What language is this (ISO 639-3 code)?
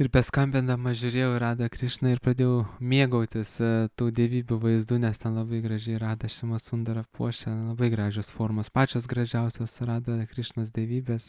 lit